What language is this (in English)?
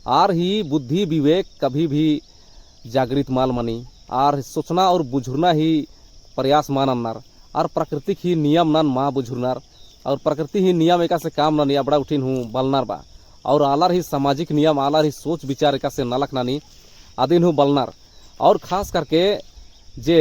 Kurukh